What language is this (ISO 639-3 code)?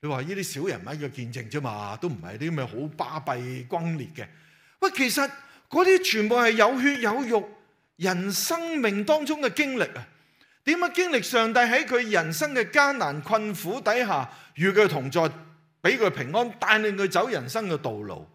yue